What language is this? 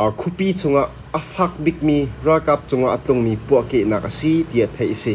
Hakha Chin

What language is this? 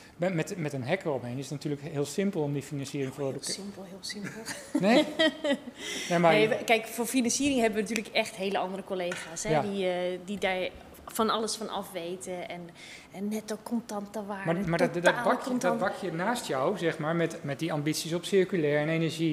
Dutch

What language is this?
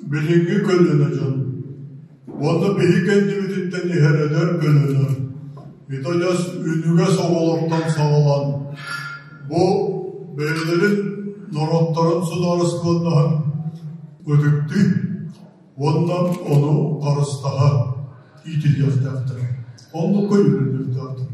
Yakut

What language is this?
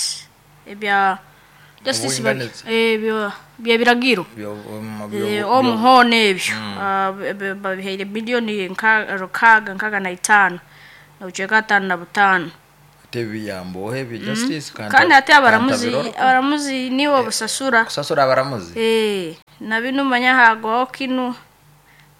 Nyoro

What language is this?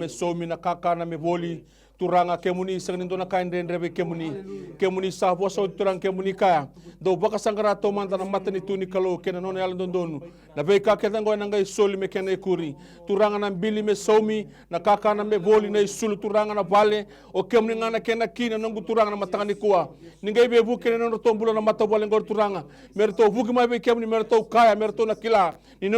Fijian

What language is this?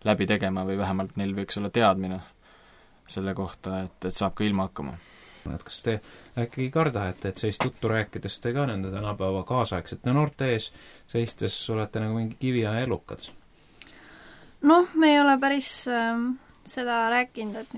Estonian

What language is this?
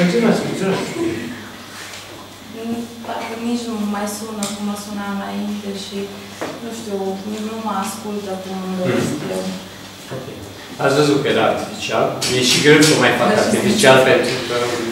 Romanian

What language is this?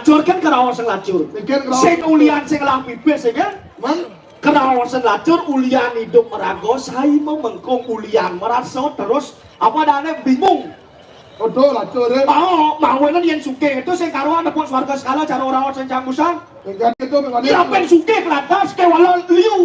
Balinese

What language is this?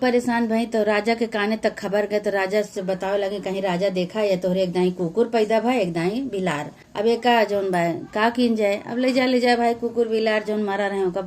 Awadhi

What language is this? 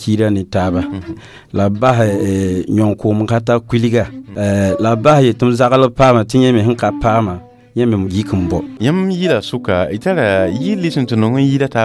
Mossi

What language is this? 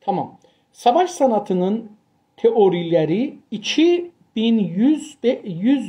South Azerbaijani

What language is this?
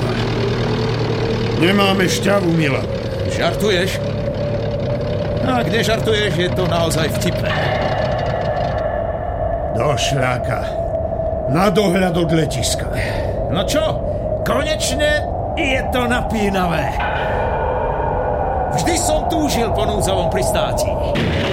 Slovak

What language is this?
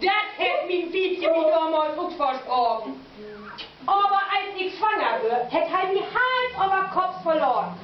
Low German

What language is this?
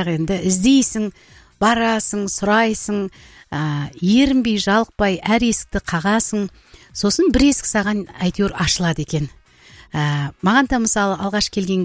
Kazakh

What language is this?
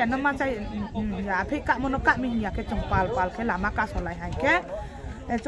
Riang (India)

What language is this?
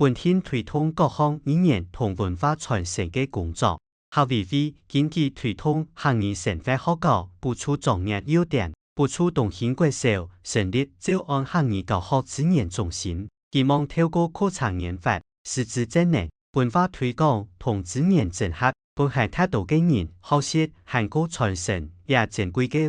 Hakka Chinese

